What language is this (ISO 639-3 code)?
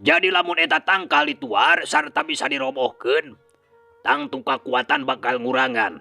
sun